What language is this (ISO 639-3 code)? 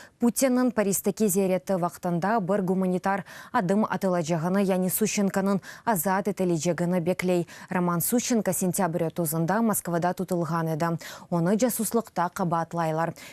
crh